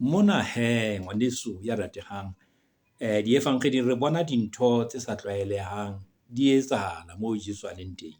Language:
Southern Sotho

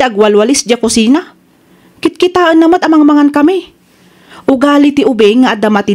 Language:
Iloko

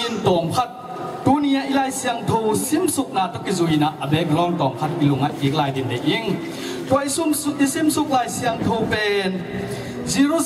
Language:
Tedim Chin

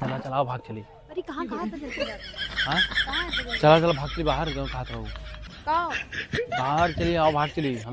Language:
Awadhi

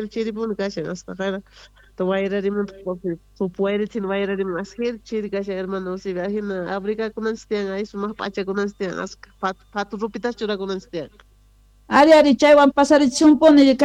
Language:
South Bolivian Quechua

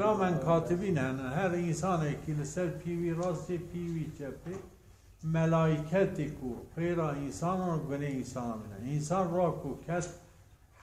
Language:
Zaza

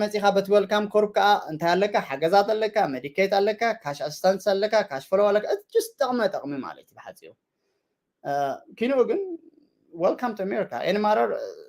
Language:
Tigrinya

